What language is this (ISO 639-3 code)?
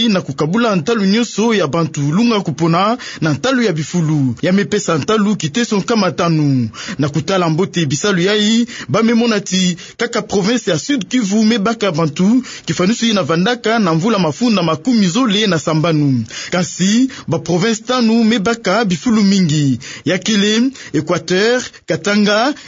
ktu